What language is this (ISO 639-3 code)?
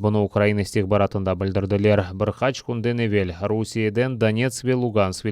crh